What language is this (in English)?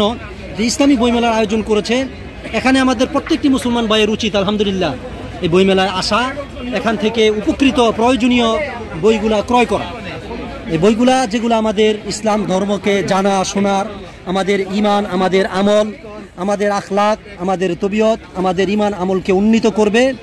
Bangla